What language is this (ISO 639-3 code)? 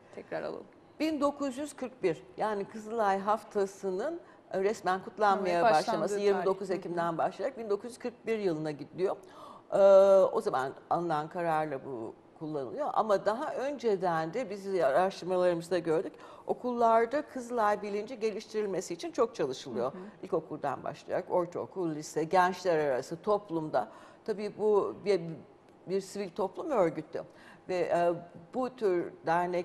tur